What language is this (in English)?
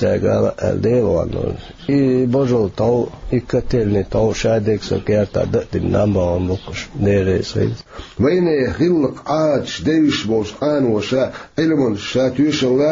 Chechen